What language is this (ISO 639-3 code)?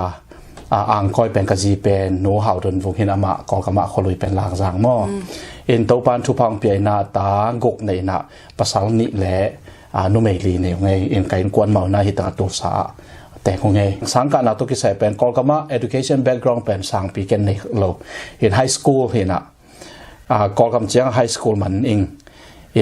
ctd